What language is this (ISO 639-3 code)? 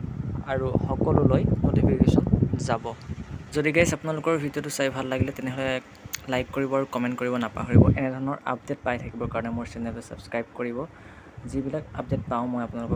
asm